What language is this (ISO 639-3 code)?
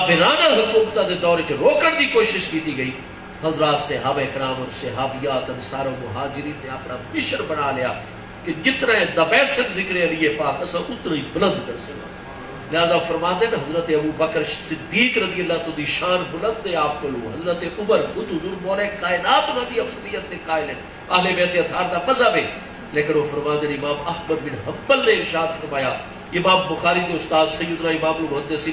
skr